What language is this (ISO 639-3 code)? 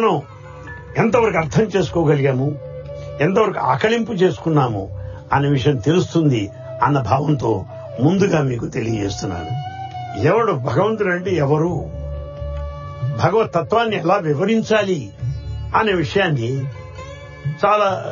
tel